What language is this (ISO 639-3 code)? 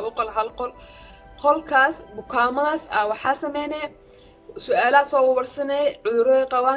som